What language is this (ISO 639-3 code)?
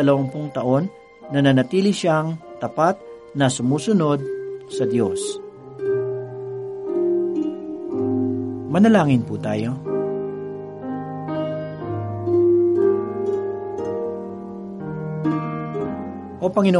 fil